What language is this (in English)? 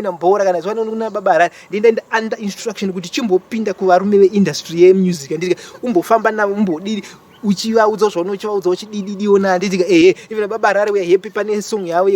Shona